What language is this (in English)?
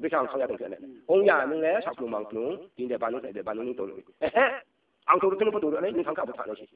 Riang (India)